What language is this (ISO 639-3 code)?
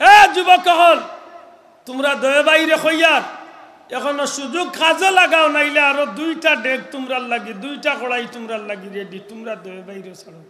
syl